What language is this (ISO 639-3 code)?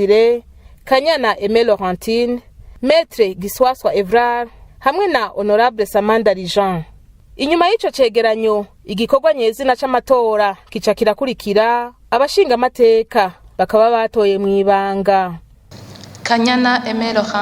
run